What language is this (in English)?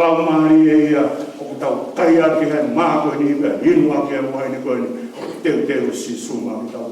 Tongan